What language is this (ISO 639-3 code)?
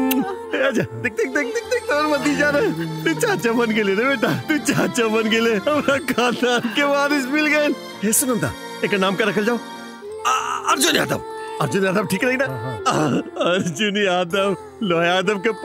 bho